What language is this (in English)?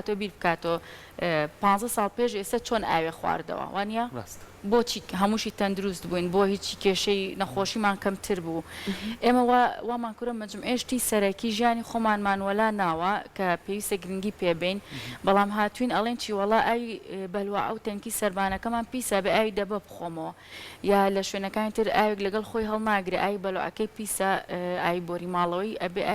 Central Kurdish